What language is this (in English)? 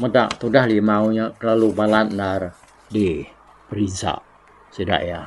Iban